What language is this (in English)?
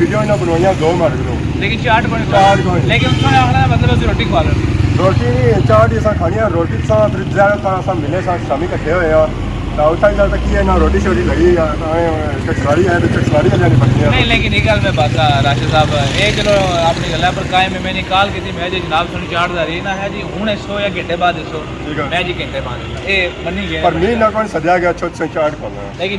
Pahari-Potwari